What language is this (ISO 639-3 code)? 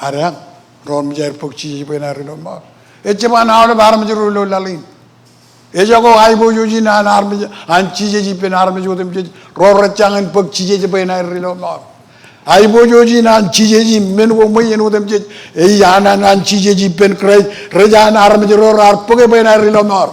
mah